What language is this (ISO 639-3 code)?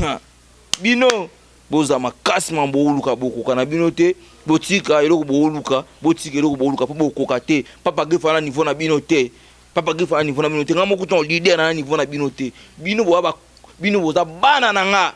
lin